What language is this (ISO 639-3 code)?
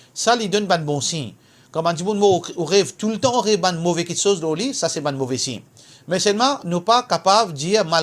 mfe